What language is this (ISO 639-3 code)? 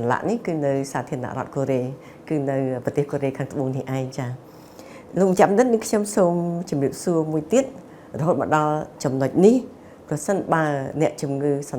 khm